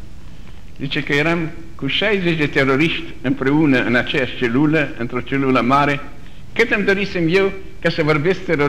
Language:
Romanian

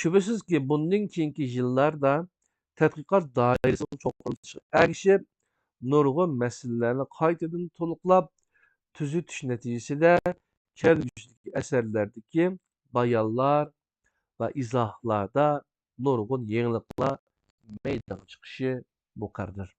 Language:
Uyghur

